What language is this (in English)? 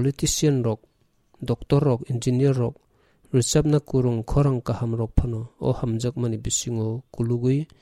Kok Borok